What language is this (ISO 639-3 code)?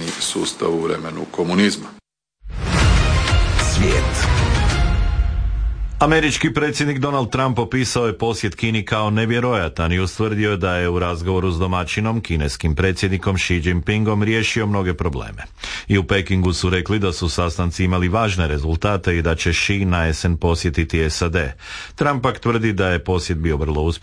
hrv